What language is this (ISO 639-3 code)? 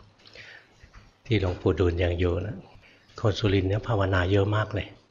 tha